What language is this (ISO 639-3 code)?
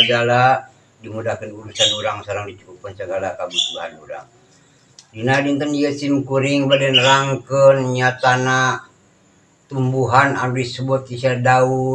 sun